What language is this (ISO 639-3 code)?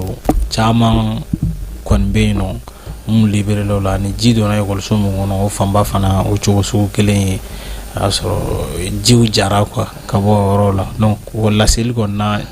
bam